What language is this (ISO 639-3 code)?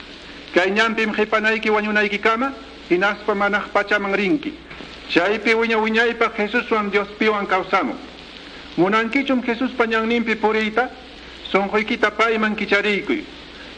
que